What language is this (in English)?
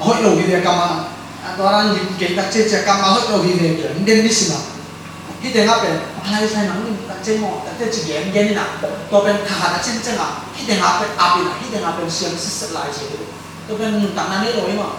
Tedim Chin